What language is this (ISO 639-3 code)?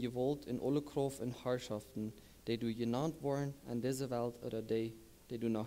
pdt